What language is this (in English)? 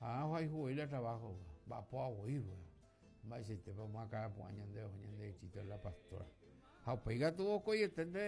Guarani